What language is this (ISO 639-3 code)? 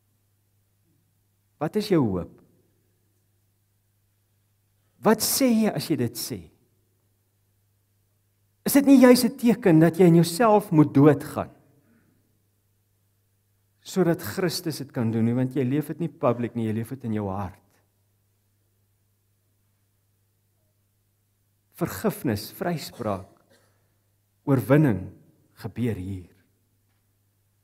afr